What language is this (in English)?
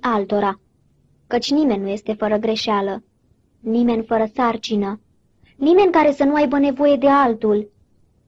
Romanian